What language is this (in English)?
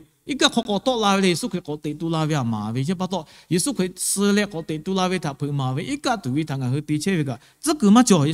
Lahu